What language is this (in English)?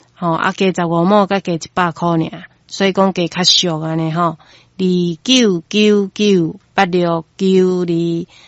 Min Nan Chinese